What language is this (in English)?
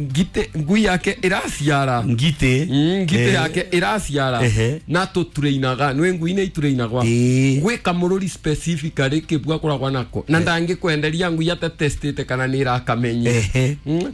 Kikuyu